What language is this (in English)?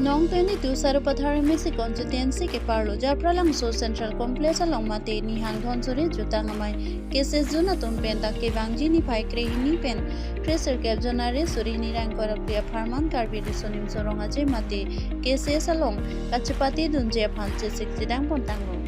Karbi